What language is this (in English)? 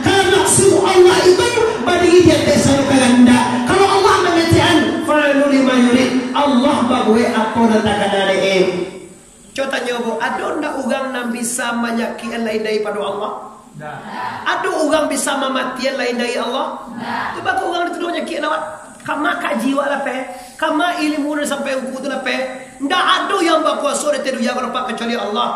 Minangkabau